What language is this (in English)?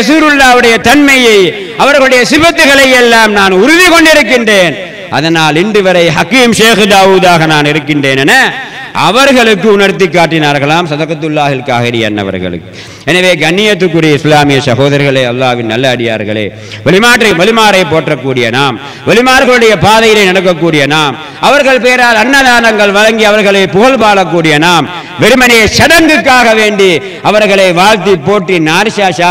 Tamil